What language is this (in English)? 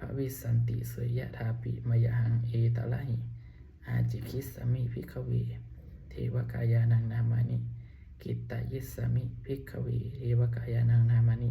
Pali